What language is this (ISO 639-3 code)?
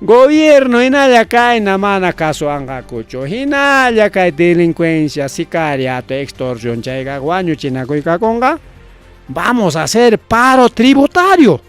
quy